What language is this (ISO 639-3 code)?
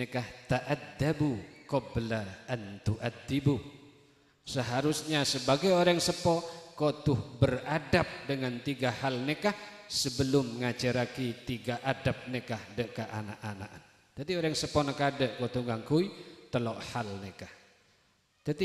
mad